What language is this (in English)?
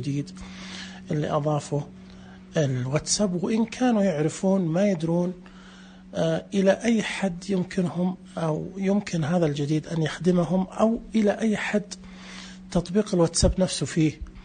Najdi Arabic